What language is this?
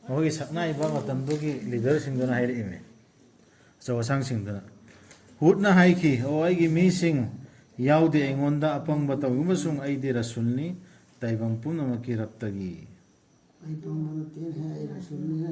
Manipuri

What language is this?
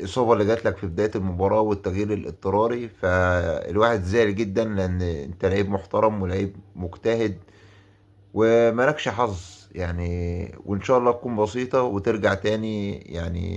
Egyptian Arabic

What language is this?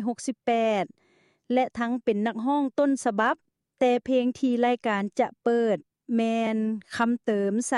Lao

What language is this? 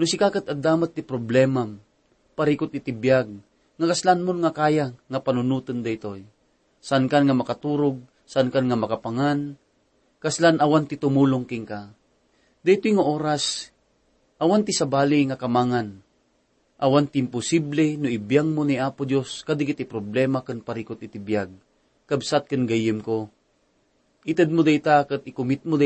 Iloko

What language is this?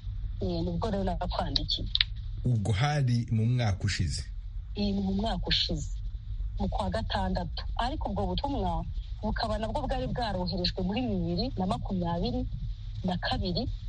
Kinyarwanda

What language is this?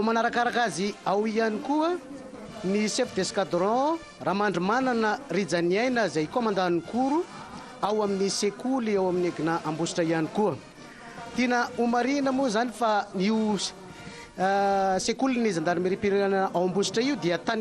Malagasy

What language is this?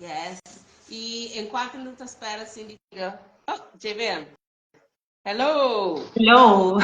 Kabuverdianu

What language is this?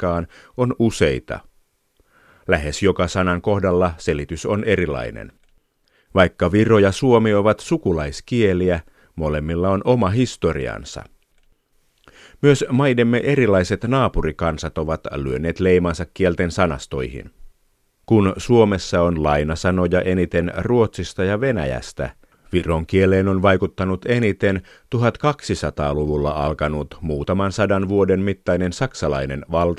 Finnish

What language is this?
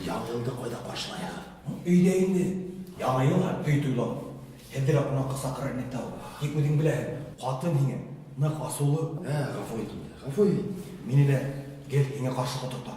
Bashkir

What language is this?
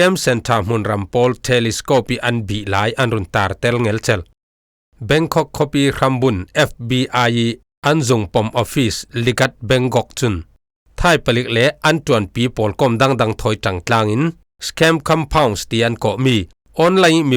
Falam Chin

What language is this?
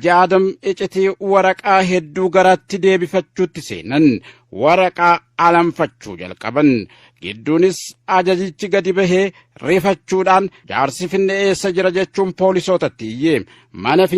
Oromo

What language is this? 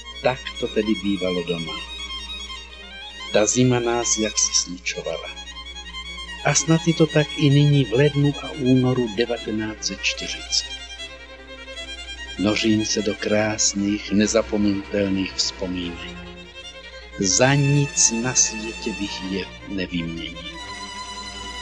Czech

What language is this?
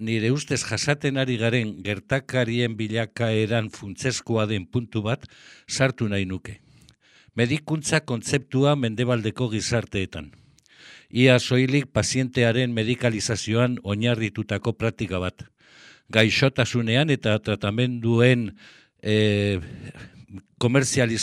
Basque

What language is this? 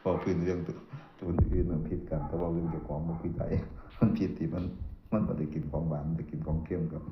Northeastern Thai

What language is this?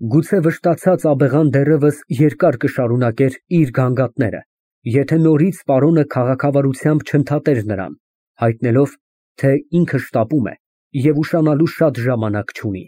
Armenian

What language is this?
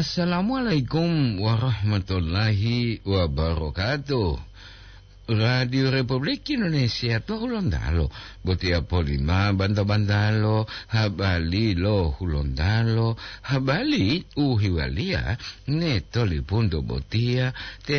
Gorontalo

